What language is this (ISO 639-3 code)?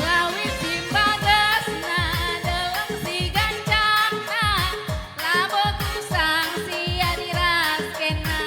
btx